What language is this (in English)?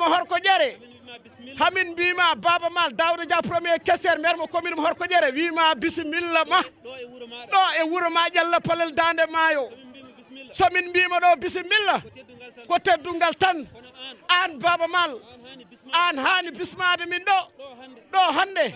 Fula